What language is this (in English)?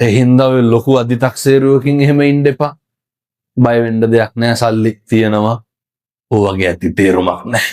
Sinhala